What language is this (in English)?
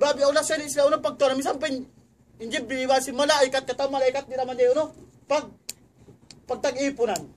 Tausug